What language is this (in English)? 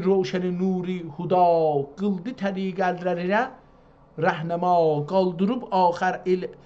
South Azerbaijani